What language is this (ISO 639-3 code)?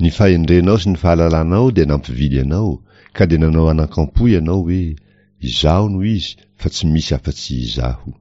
mlg